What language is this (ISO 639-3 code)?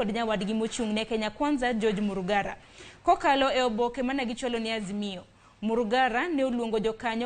luo